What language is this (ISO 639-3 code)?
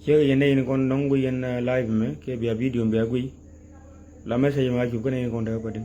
nus